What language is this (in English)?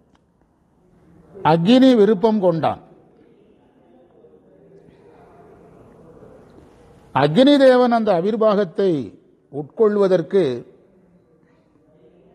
Tamil